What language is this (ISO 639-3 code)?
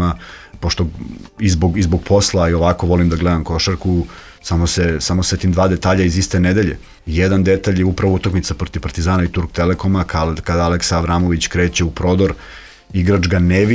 srp